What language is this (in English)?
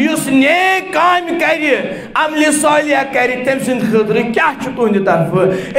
Kashmiri